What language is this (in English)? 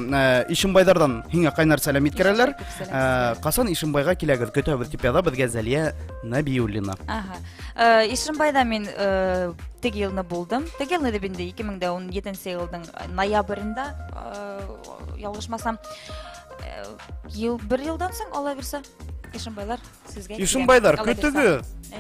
Bashkir